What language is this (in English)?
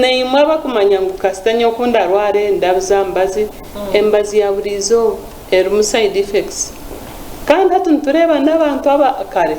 Nyankole